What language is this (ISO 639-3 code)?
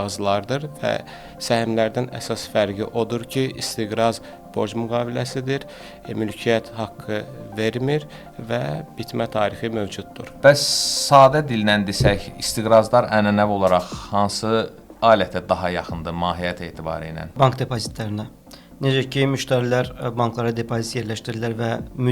aze